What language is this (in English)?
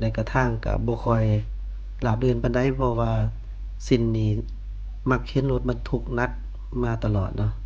Lao